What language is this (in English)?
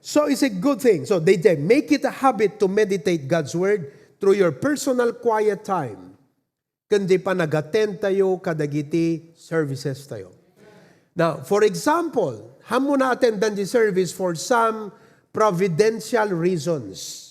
Iloko